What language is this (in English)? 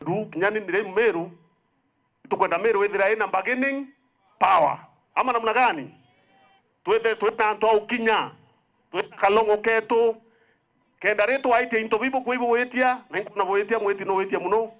Meru